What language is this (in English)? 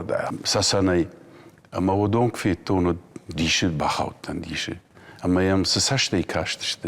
Ossetic